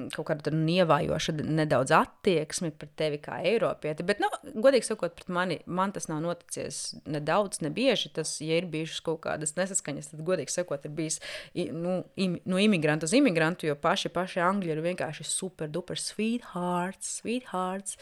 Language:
Latvian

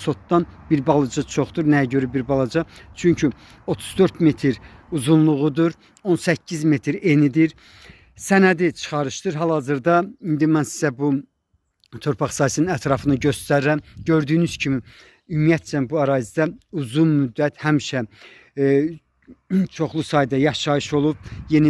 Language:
Azerbaijani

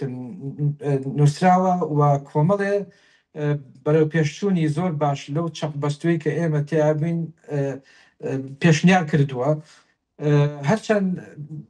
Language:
Central Kurdish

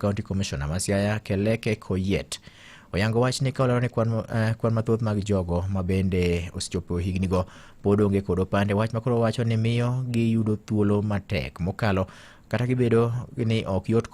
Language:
Luo (Kenya and Tanzania)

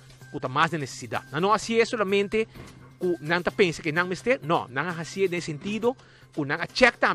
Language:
Papiamento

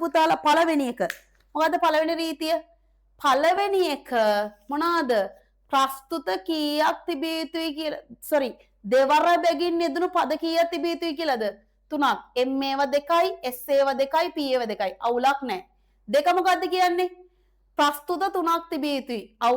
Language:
Sinhala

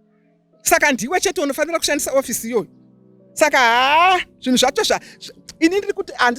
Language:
Shona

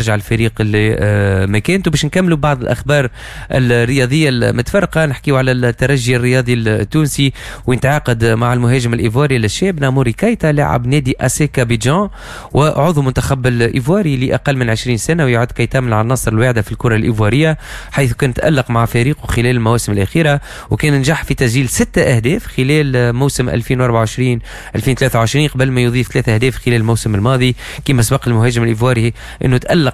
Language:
Tunisian Arabic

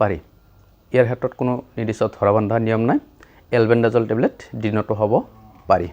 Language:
Assamese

